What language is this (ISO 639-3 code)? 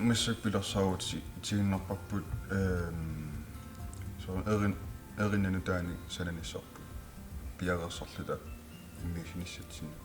kal